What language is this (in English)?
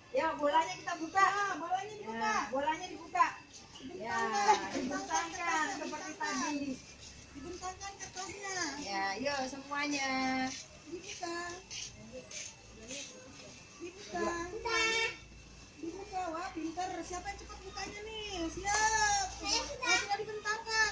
Indonesian